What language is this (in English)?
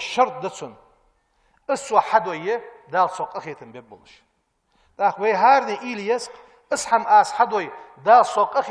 Ingush